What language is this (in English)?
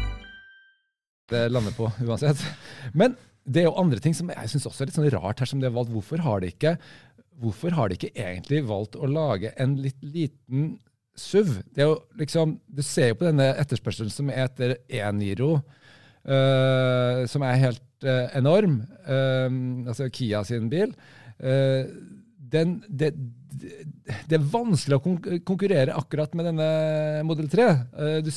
Norwegian